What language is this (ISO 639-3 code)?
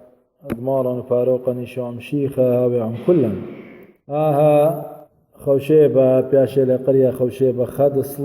aii